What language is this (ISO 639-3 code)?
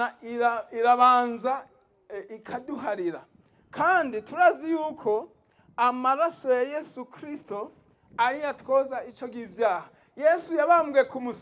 run